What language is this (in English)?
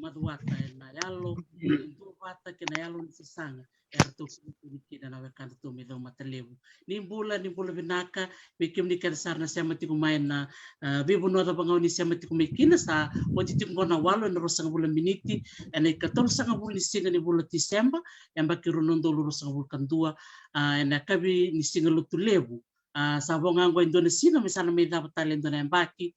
Fijian